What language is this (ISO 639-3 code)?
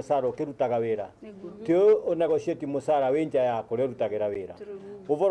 mer